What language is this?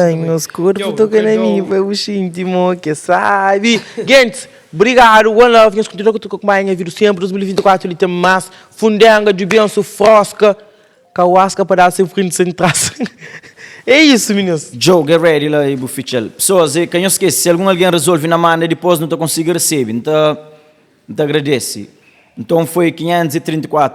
Kabuverdianu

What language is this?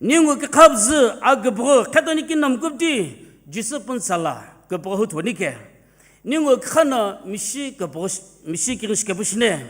Sumi Naga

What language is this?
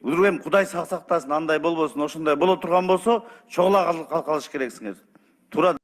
Kyrgyz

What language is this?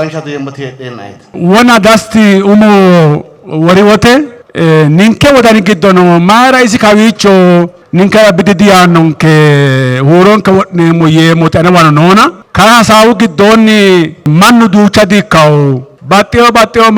Sidamo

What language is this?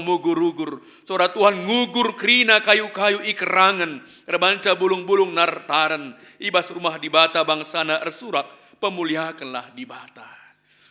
Batak Karo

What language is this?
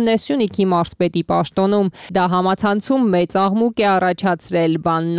Armenian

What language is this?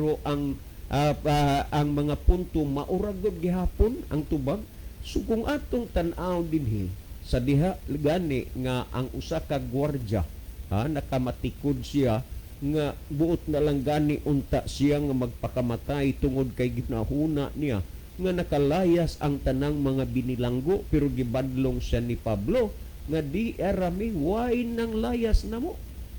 Cebuano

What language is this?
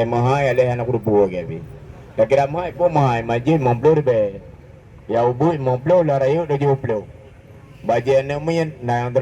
Achinese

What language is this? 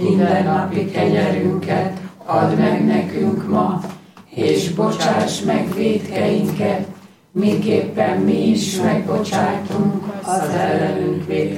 Hungarian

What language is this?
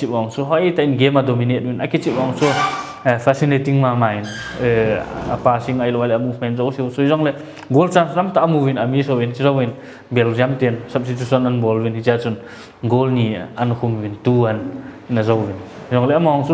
Paite Chin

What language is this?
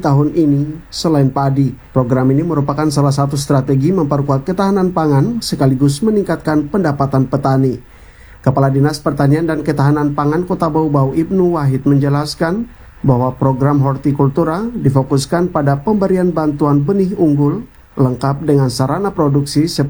Indonesian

